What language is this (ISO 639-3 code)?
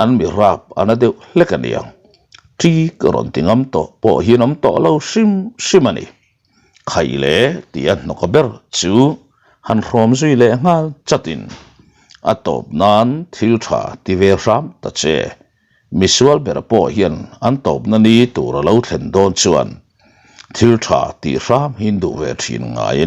lus